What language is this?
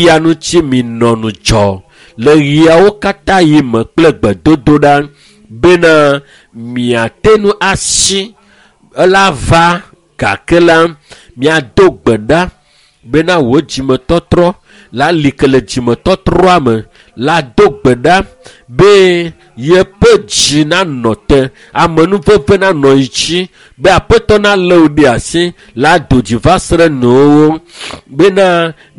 Ewe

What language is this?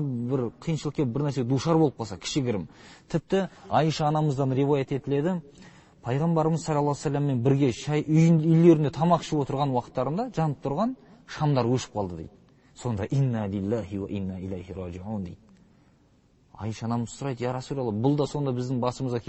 Kazakh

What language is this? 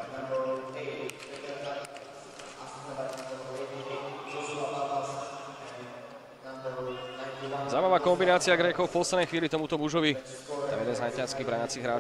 Slovak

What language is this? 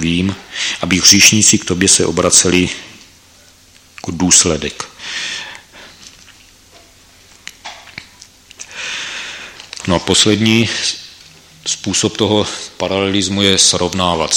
Czech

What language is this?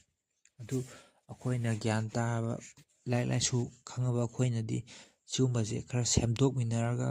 Manipuri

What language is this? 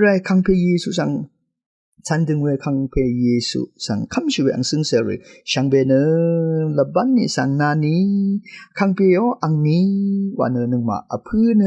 Rawang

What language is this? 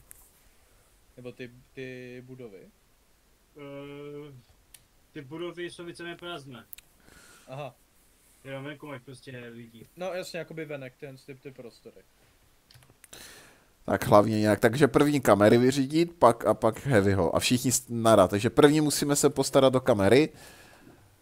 Czech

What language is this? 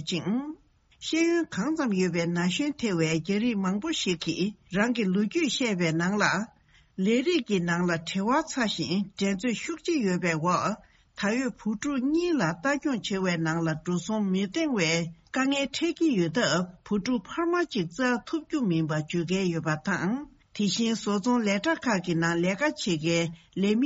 Tibetan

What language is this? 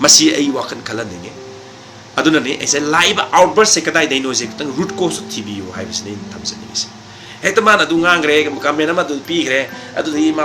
Manipuri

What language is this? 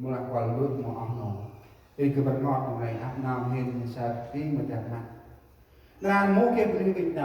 Central Mnong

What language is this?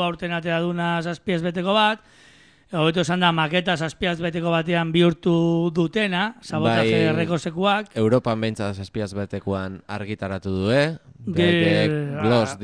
Basque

